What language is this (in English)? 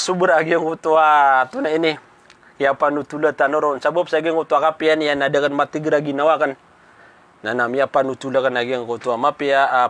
Maranao